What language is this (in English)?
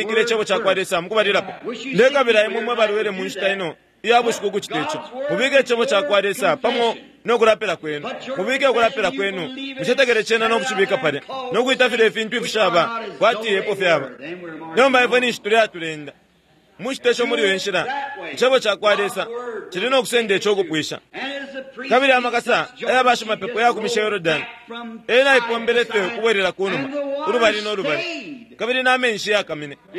Bemba